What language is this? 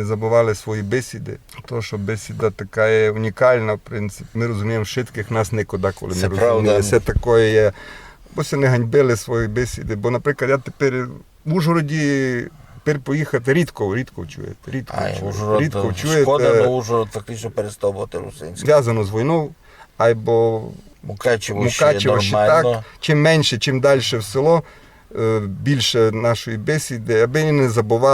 Rusyn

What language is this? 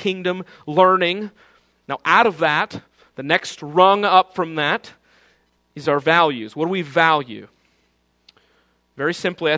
English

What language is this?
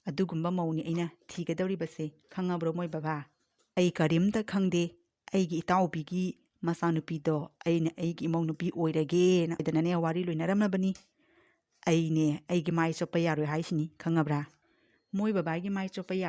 Manipuri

